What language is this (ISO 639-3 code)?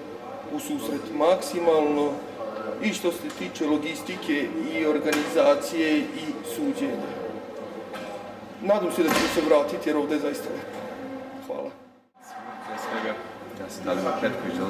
srp